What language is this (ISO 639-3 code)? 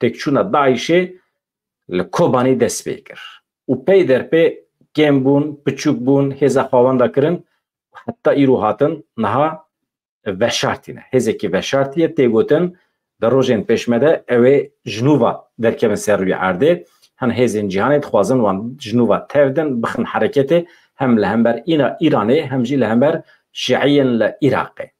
kur